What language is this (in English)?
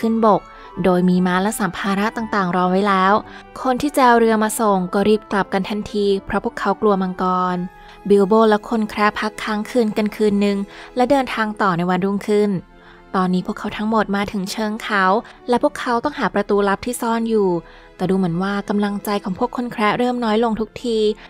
Thai